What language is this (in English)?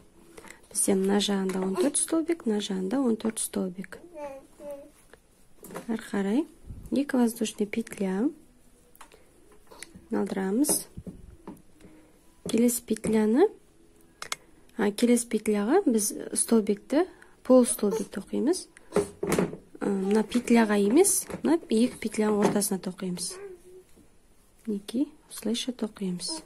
Kazakh